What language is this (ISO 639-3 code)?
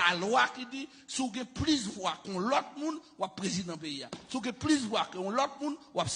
hat